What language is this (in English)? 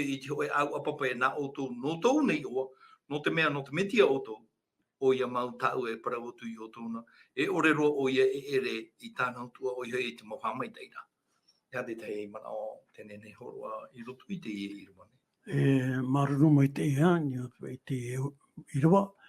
Tahitian